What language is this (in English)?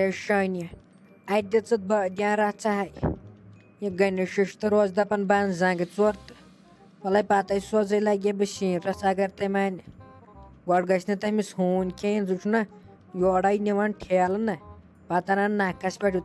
Kashmiri